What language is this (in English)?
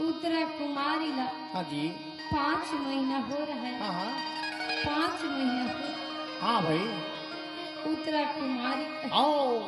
Chhattisgarhi